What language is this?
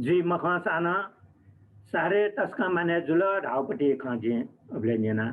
Newari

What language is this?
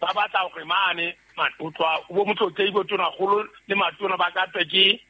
Southern Sotho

